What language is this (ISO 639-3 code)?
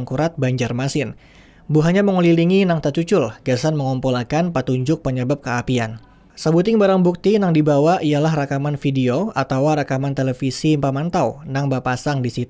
bjn